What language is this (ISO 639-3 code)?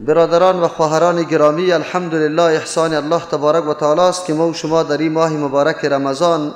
fas